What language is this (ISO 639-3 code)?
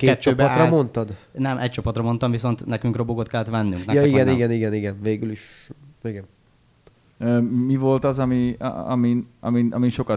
hun